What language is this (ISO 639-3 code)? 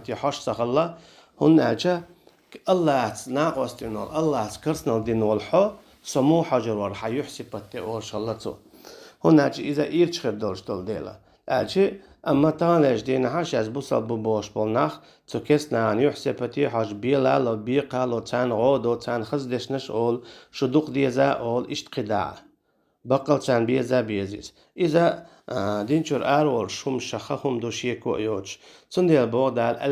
che